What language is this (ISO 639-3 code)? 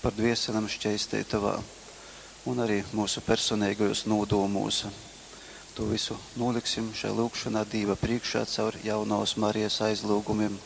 ltg